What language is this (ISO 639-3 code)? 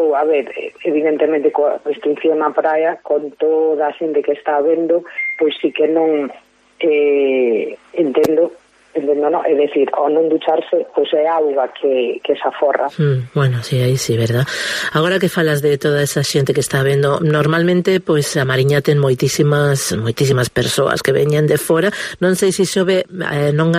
glg